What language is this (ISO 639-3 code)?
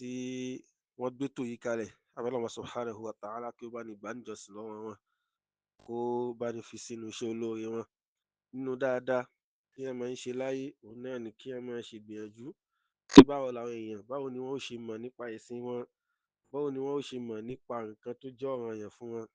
yor